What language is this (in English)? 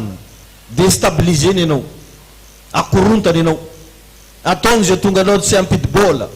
Malagasy